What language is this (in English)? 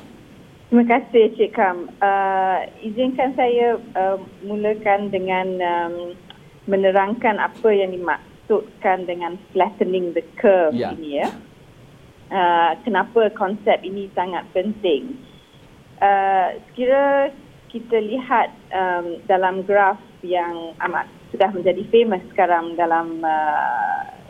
Malay